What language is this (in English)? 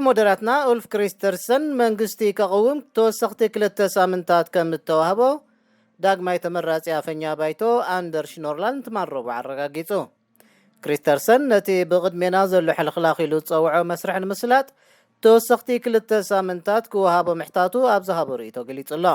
Tigrinya